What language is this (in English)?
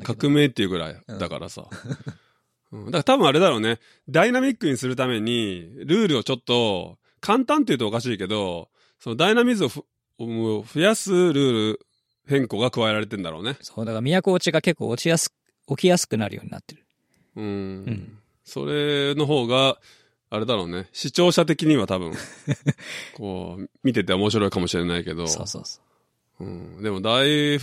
Japanese